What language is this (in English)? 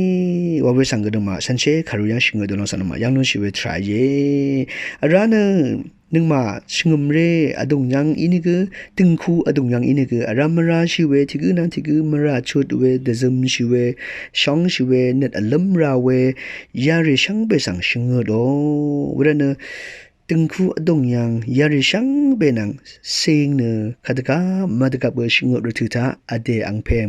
Rawang